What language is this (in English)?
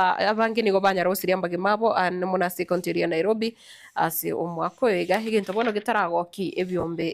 Gusii